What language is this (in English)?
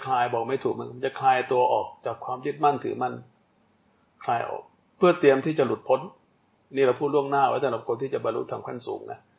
Thai